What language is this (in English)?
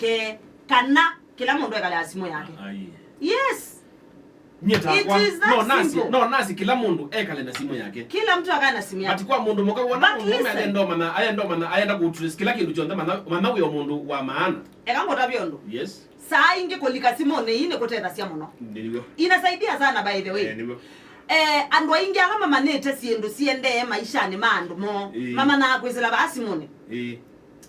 Kamba